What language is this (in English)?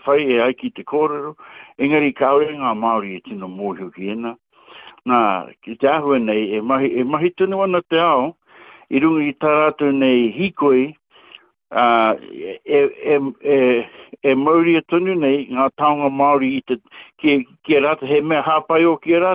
Māori